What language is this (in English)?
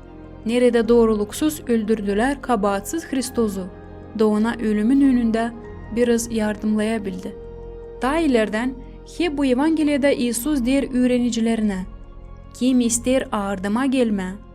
Gagauz